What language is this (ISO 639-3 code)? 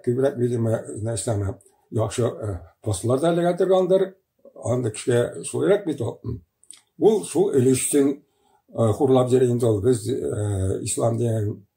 tat